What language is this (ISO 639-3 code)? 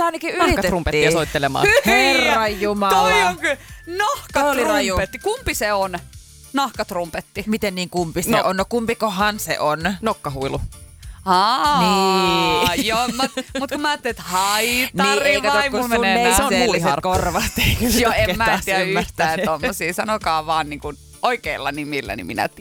fin